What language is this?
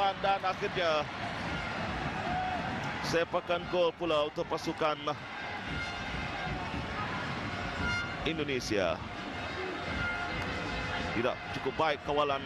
Malay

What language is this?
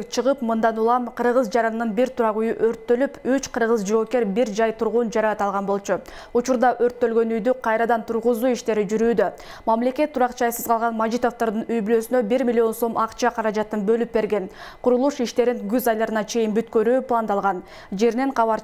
Kyrgyz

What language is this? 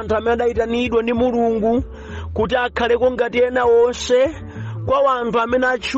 Nyanja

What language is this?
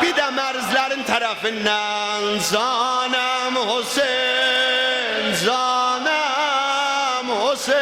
South Azerbaijani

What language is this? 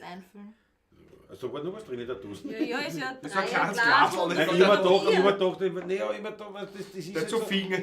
Bavarian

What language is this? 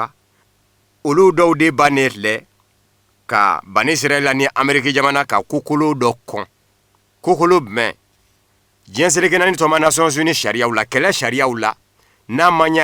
Bambara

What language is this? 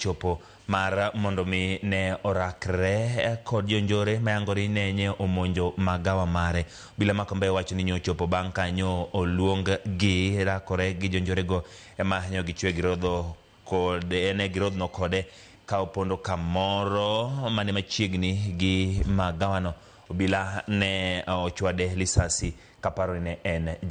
Luo (Kenya and Tanzania)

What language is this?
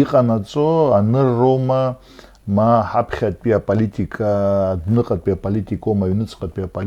Abkhazian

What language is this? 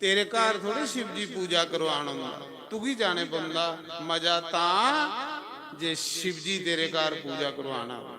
Dogri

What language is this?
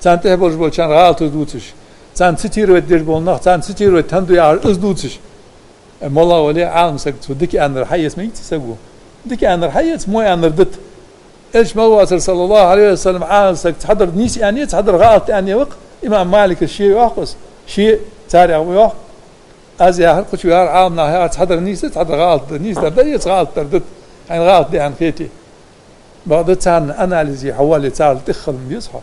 Ingush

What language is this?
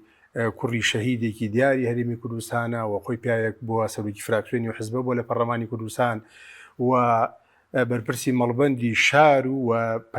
Central Kurdish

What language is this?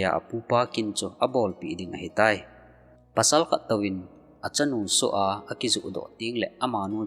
Thado Chin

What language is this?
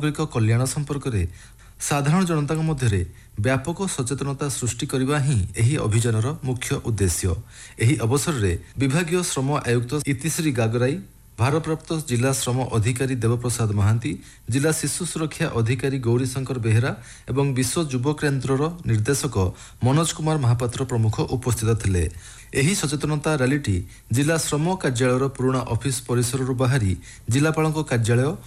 Odia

